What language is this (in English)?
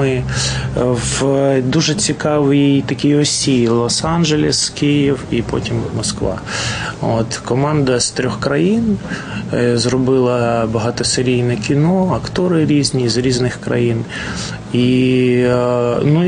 Ukrainian